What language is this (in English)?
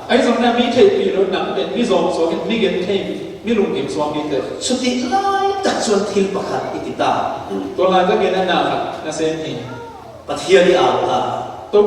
Falam Chin